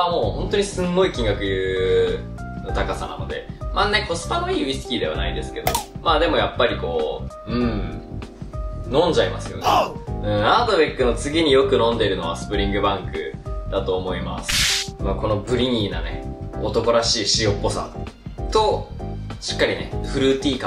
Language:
Japanese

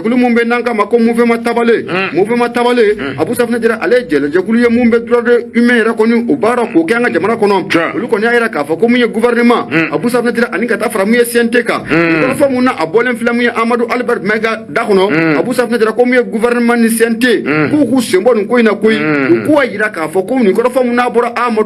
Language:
Bambara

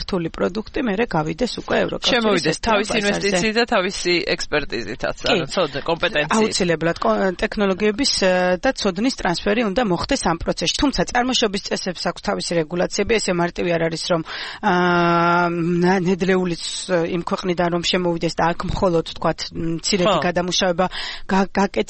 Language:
Georgian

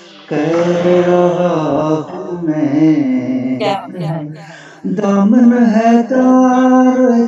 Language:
Urdu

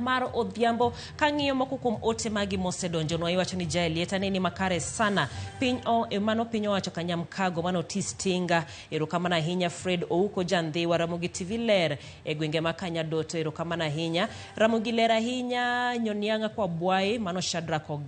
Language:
Luo (Kenya and Tanzania)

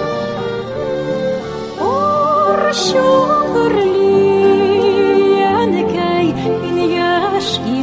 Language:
Tatar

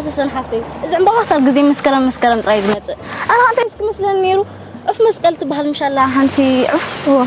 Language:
Tigrinya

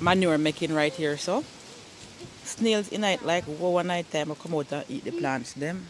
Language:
Jamaican Creole English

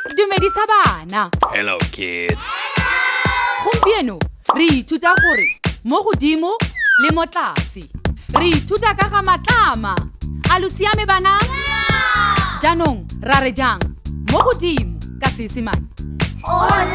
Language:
Tswana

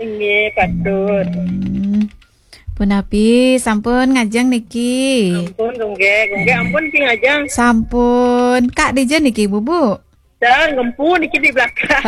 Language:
Balinese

